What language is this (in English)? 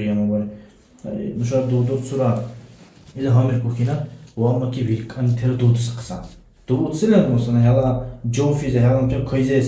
Dargwa